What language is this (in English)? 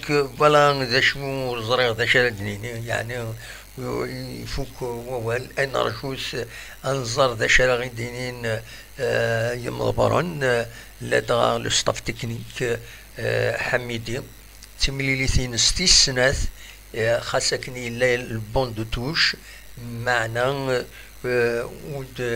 Kabyle